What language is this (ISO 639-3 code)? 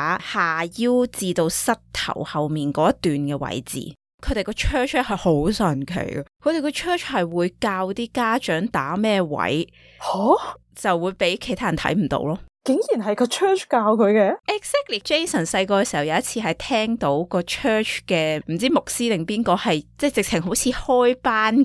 yue